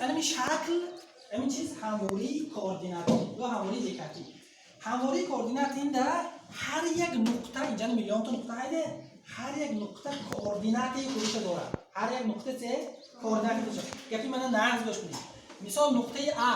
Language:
Tajik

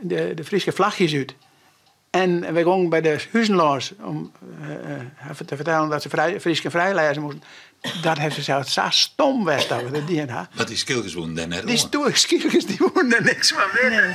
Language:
Western Frisian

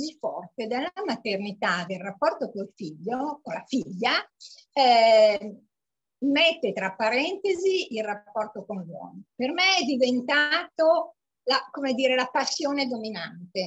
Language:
Italian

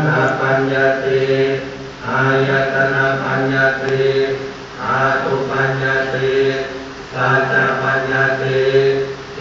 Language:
Pali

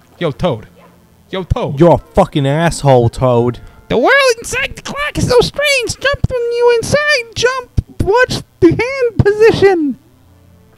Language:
English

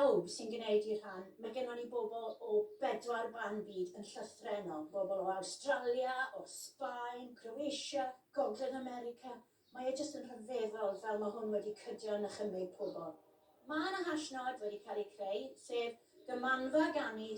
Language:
Welsh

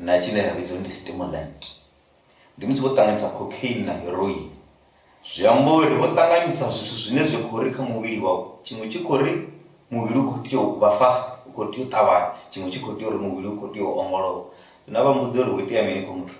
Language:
Venda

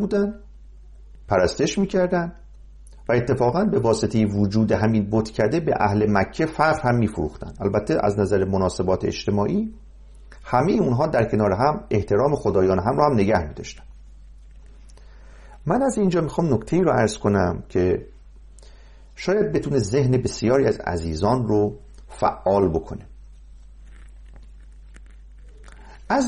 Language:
Persian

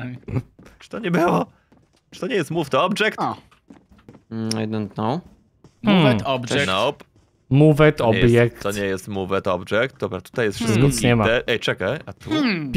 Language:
Polish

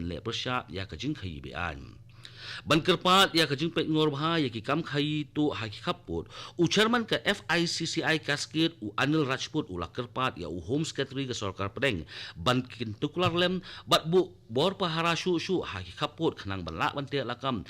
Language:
Khasi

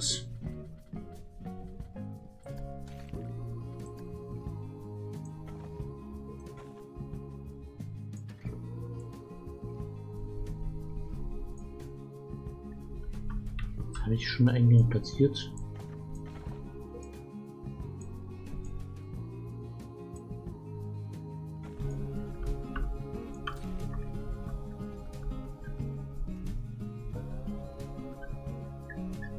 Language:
German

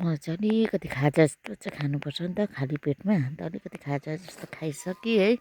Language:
Nepali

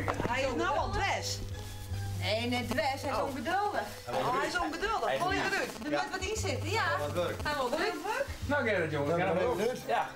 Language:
Western Frisian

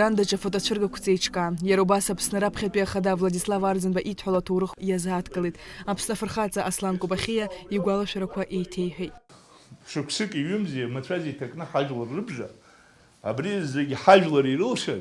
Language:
Abkhazian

